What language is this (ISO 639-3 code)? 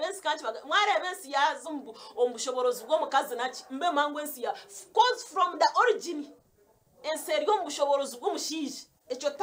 nyn